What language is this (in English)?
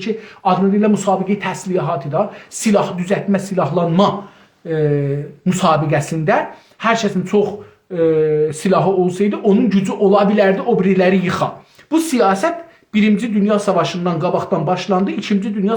South Azerbaijani